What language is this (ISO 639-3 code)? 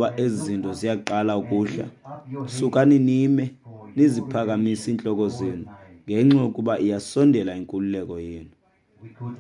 xho